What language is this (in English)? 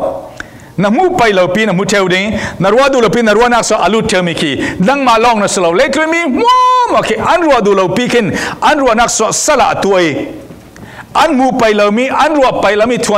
Falam Chin